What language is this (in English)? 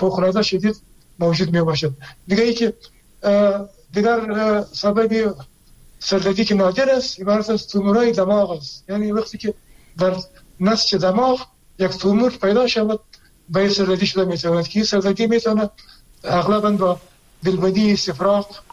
Persian